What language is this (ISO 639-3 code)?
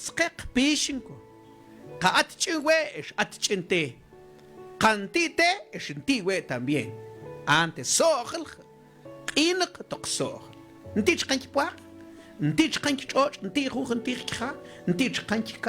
mam